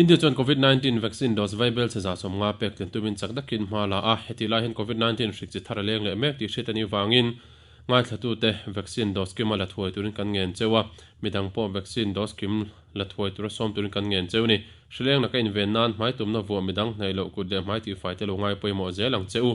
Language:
Mizo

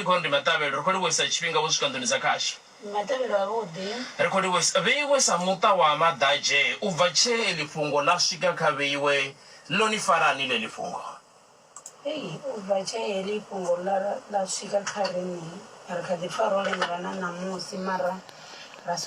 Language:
Venda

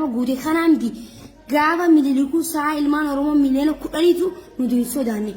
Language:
Oromo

